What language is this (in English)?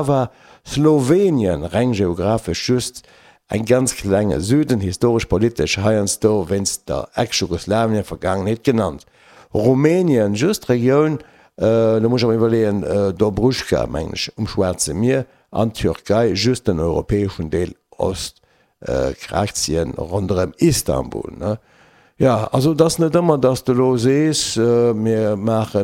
Luxembourgish